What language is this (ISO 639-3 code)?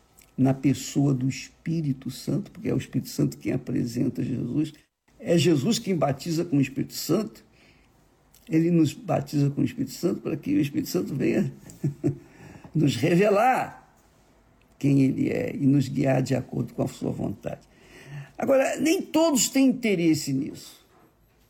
por